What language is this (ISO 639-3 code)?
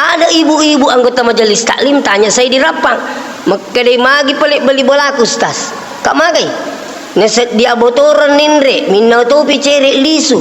bug